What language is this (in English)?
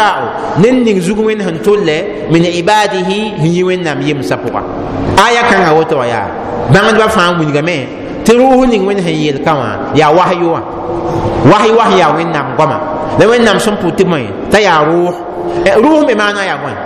Mossi